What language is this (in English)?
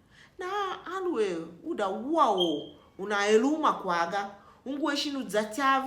Tiv